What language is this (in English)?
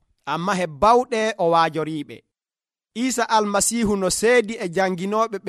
Nigerian Fulfulde